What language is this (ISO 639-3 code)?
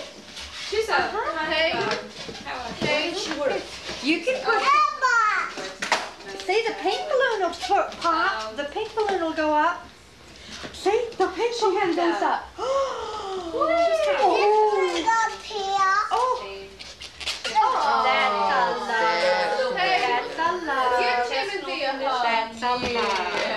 eng